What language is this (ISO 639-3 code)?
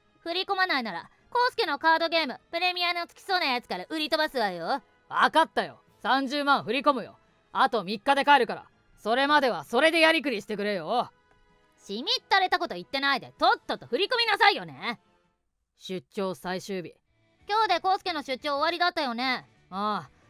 jpn